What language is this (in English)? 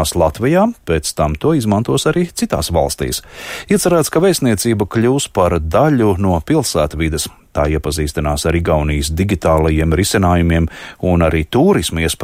Latvian